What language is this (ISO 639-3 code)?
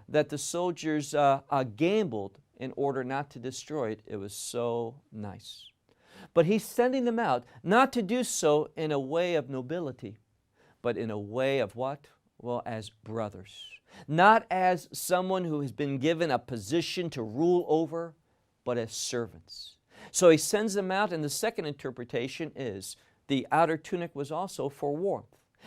eng